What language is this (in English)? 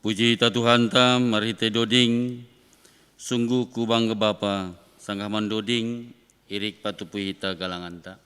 Batak Simalungun